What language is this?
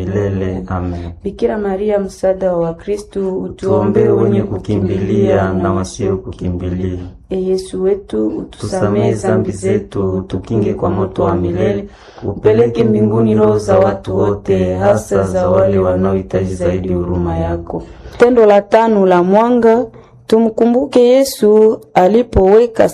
Swahili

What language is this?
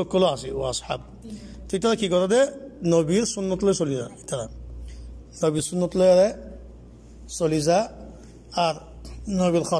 Rohingya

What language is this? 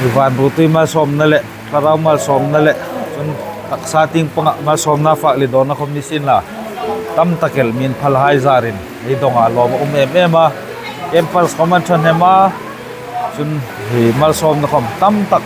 Hmar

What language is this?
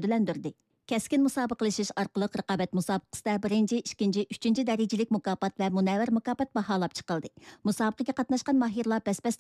Uyghur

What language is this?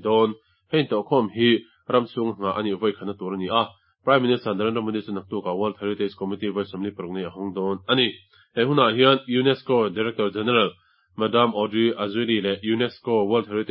Mizo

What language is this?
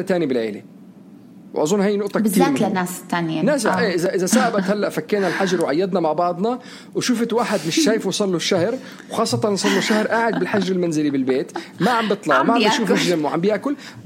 North Levantine Arabic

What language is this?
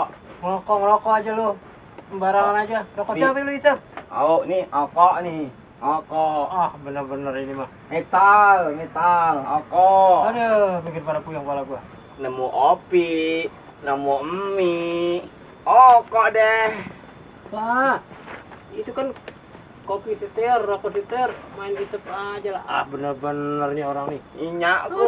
Betawi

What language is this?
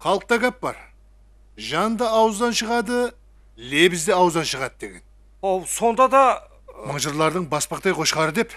Kara-Kalpak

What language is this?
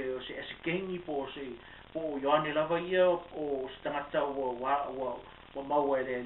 Samoan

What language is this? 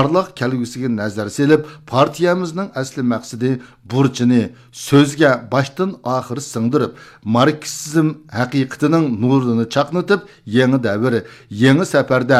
Uyghur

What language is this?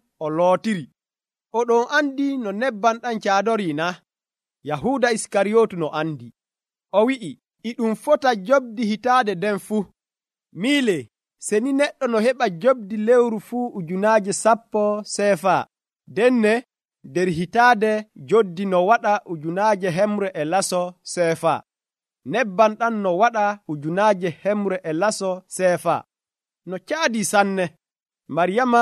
Nigerian Fulfulde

